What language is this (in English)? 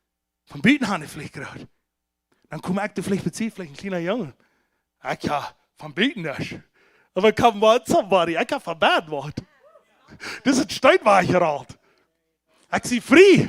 Plautdietsch